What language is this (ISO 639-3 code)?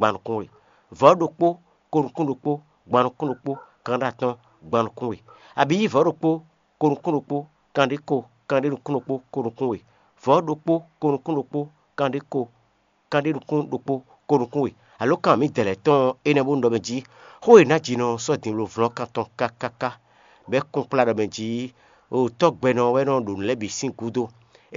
fon